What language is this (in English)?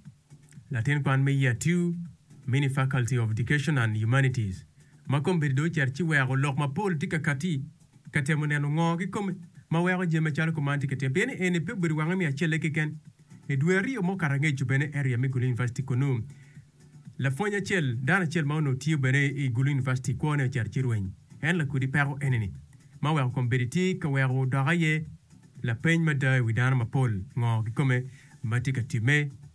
Acoli